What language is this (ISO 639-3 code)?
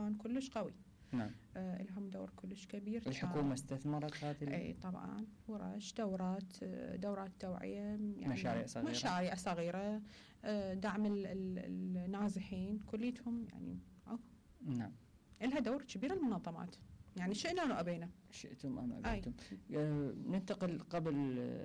acm